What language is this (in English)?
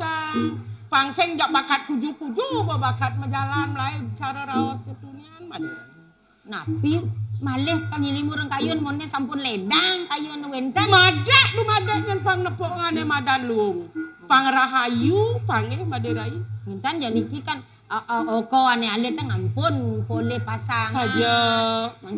Balinese